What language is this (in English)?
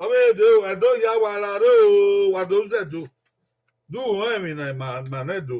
Bini